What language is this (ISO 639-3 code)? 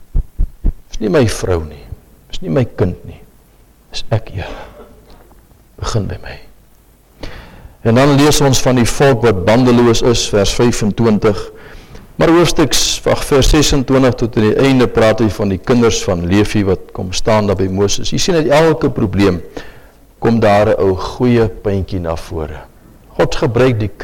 afr